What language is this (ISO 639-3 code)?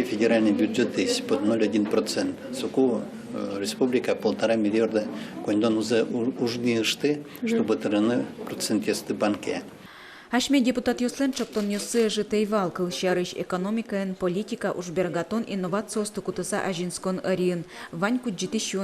udm